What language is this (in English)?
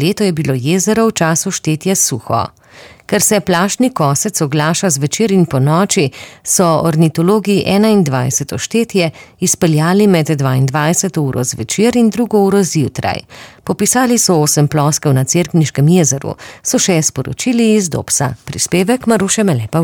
Slovenian